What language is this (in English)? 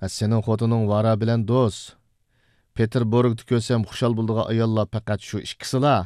Uyghur